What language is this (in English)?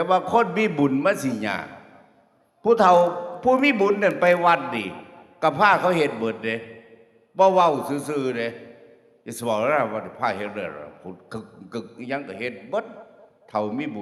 Northeastern Thai